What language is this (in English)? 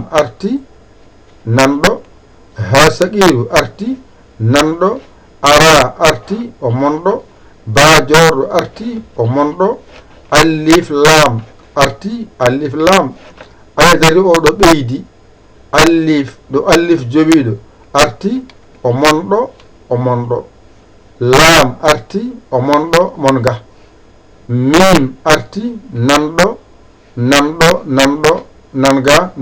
Fula